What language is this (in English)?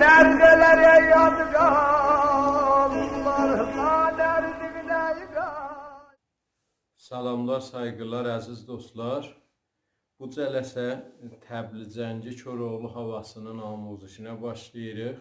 South Azerbaijani